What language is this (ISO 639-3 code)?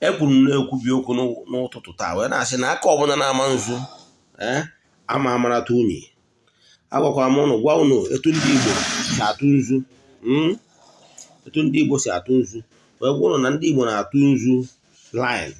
ibo